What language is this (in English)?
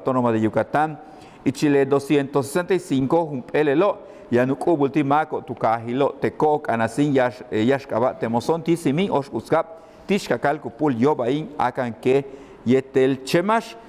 Yucateco